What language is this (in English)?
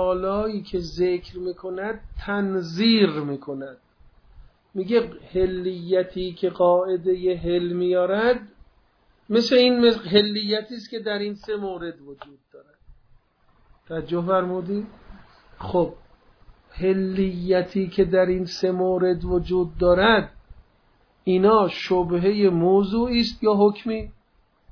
Persian